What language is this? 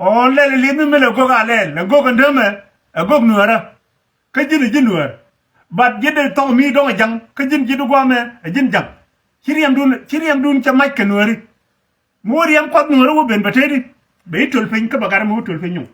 Nuer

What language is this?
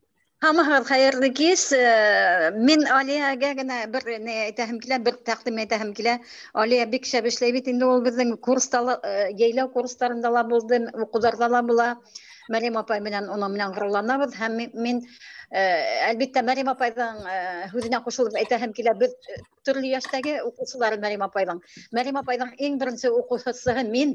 Bashkir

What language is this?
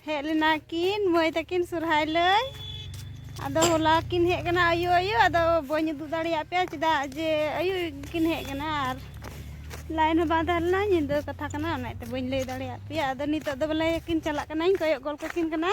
Santali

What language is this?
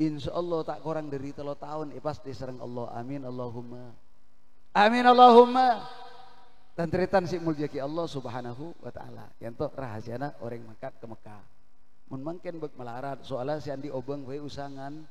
Madurese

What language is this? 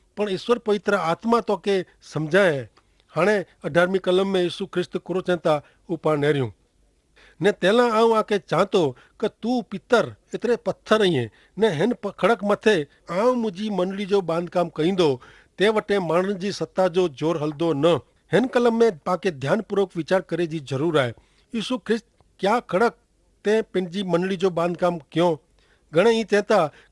Kachhi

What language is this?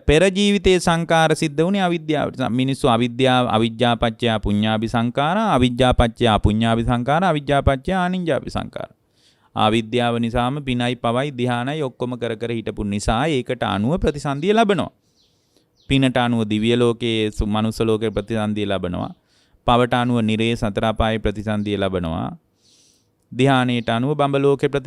Sinhala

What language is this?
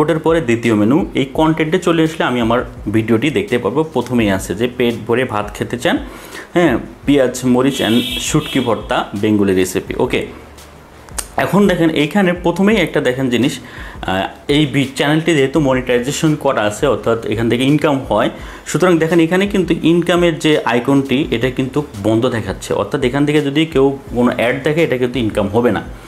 Bangla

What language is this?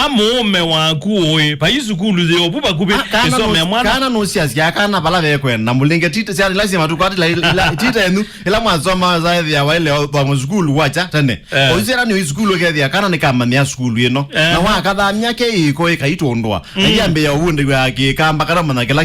Kamba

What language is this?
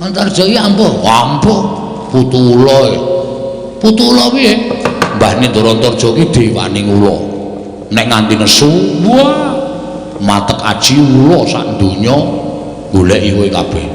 Javanese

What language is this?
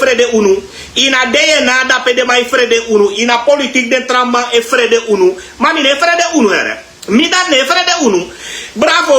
Sranan Tongo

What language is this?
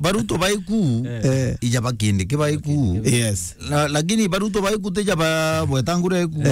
Meru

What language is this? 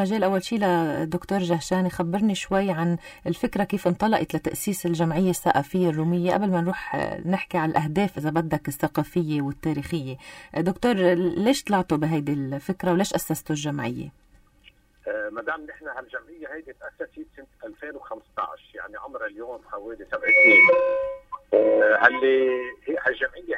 North Levantine Arabic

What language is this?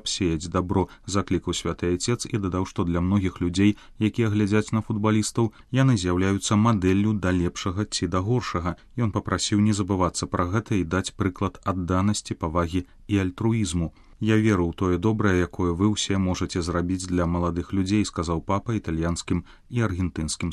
Belarusian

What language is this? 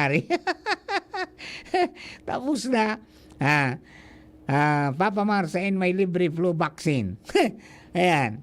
Bikol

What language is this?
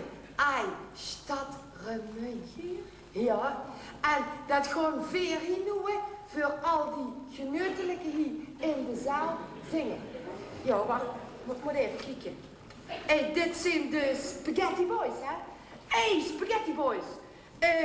Limburgish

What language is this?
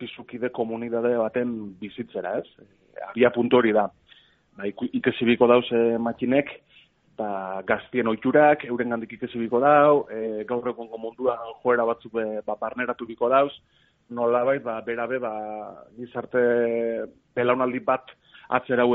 Basque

